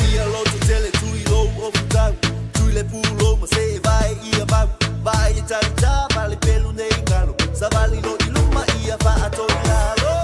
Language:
Samoan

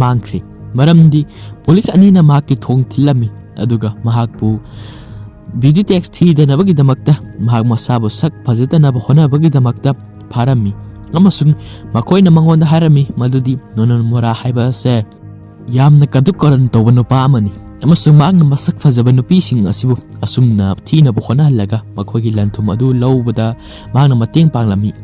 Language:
Manipuri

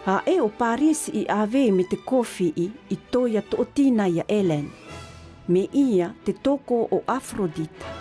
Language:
South Marquesan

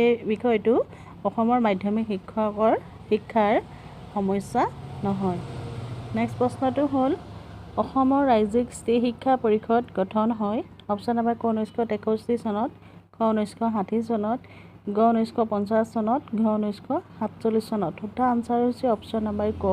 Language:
Assamese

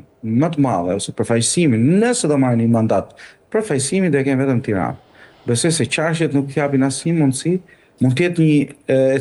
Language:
Albanian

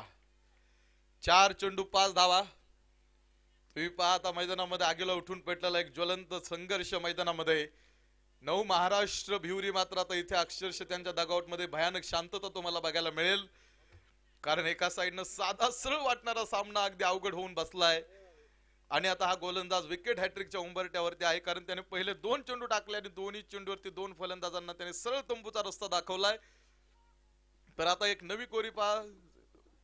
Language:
Marathi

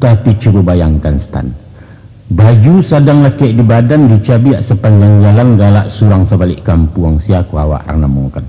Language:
Minangkabau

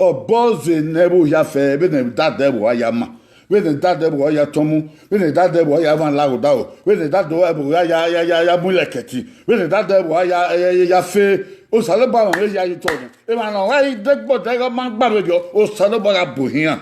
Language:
Bini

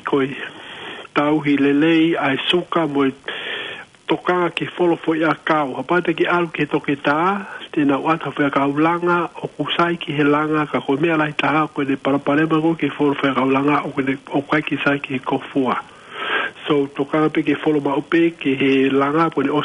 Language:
Tongan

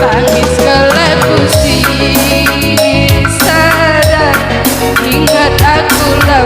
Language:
Batak Karo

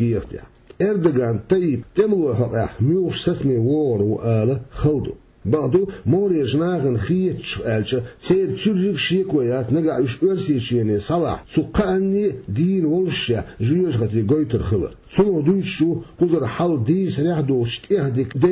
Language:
Chechen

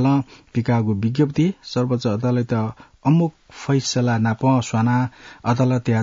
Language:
Newari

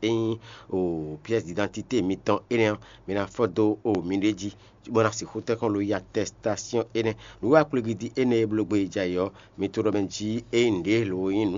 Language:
Fon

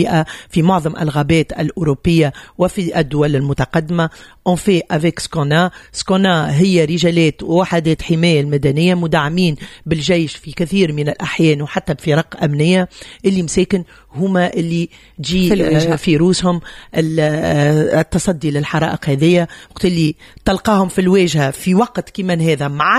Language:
Tunisian Arabic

